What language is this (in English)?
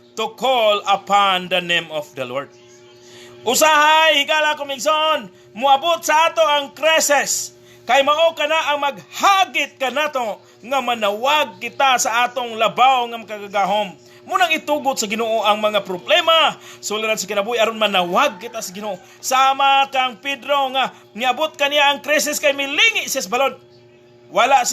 Cebuano